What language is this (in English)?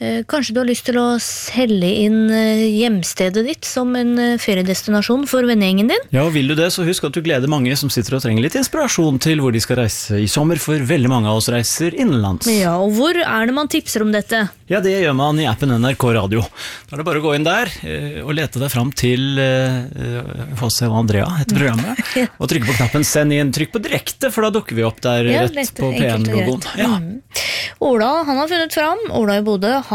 Norwegian